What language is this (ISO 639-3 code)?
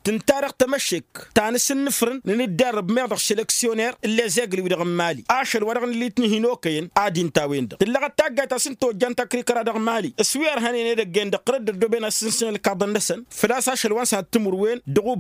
taq